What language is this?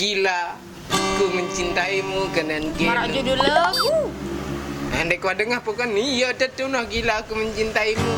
Sasak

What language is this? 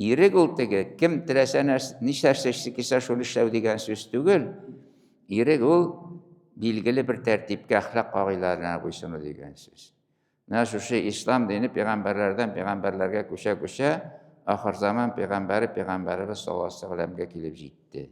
Tatar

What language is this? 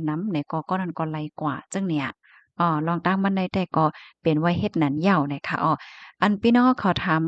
Shan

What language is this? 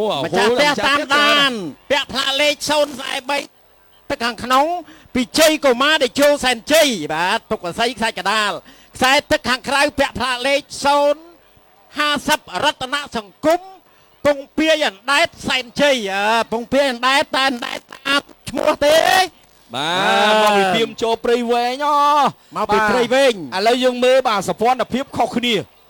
Khmer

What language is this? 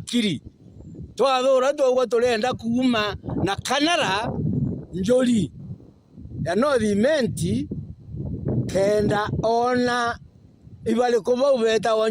Meru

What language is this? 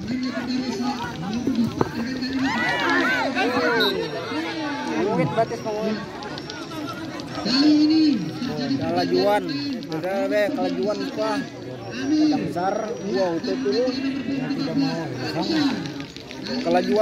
Indonesian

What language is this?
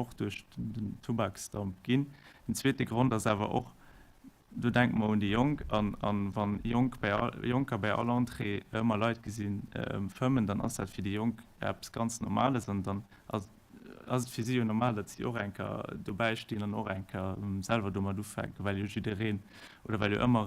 Luxembourgish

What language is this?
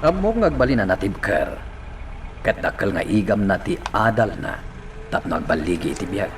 Iloko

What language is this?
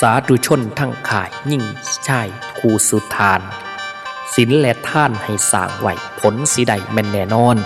Northeastern Thai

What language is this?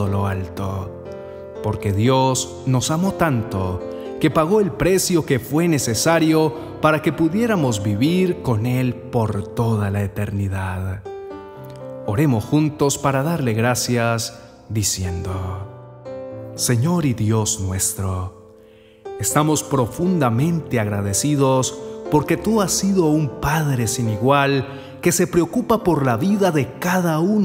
Spanish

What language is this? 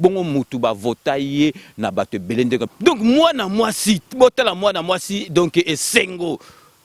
Lingala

